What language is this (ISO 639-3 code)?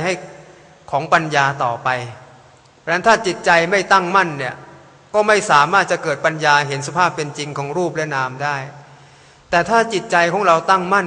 tha